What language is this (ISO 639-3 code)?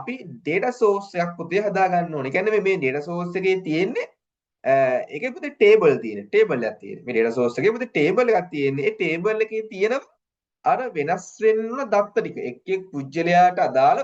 sin